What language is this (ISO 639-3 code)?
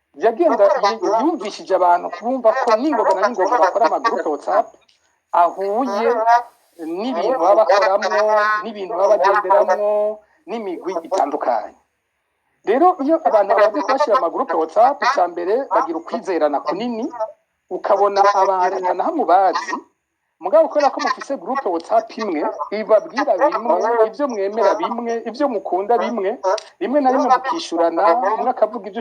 run